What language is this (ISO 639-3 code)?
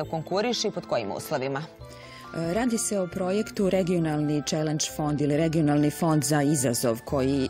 srp